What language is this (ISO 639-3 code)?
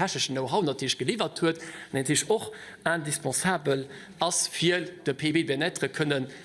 ltz